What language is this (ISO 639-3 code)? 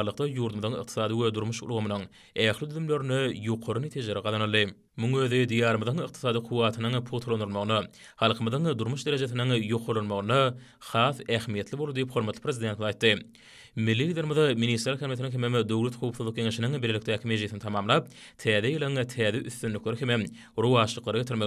tuk